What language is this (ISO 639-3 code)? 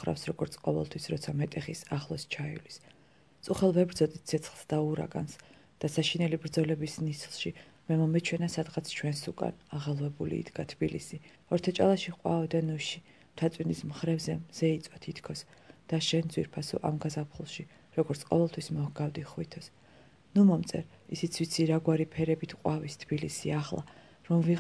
kat